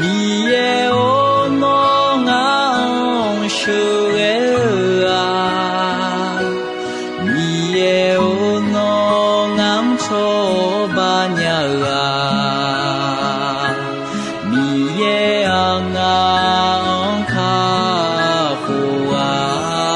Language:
Akha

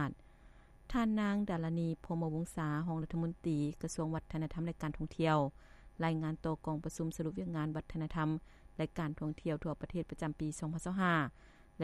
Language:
Lao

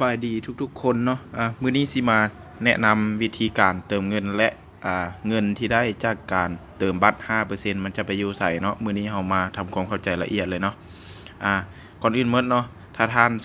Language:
Lao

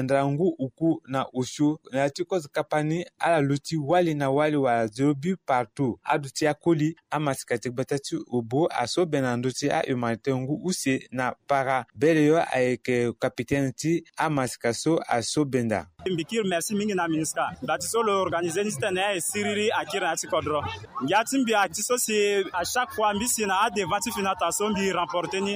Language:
Sango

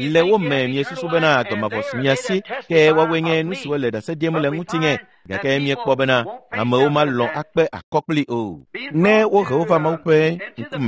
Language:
Ewe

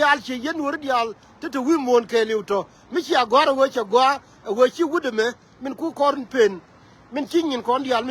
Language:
Nuer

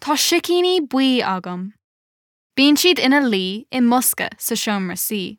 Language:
Irish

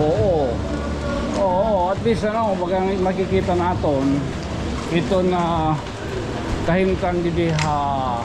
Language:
Waray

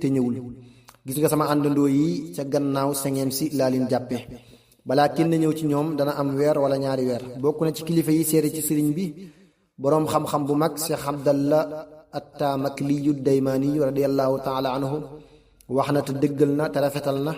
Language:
Wolof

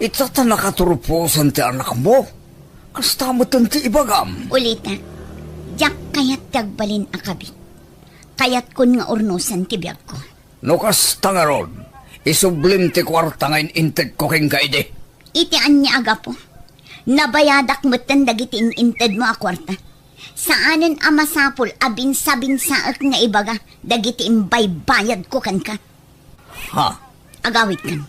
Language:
Iloko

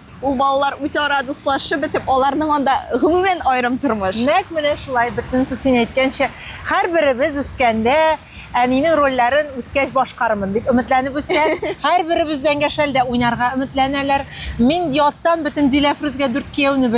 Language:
Tatar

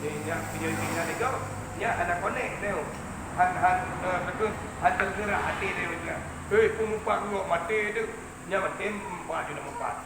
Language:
Achinese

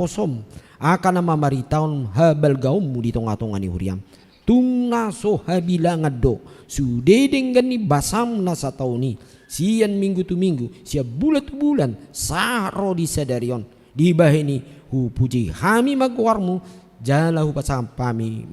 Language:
Batak Toba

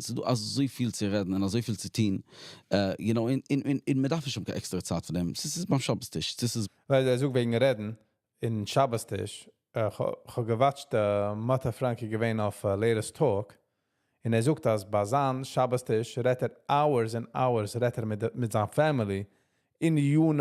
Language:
Yiddish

